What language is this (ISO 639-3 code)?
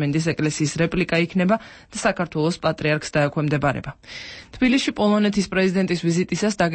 kat